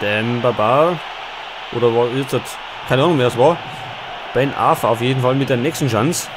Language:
Bavarian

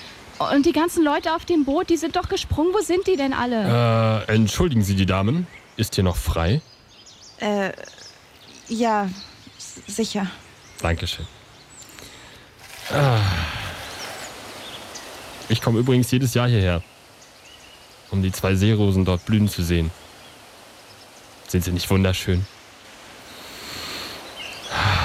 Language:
German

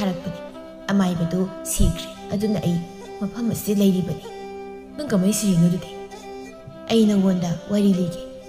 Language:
Manipuri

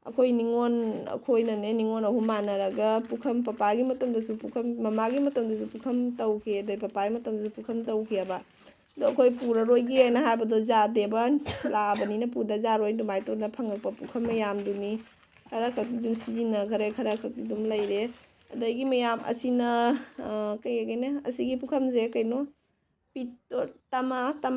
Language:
Manipuri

